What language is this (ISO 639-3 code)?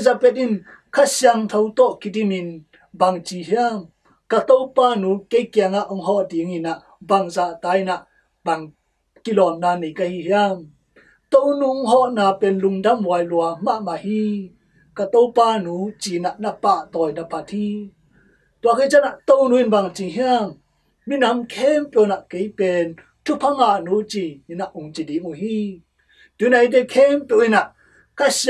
ctd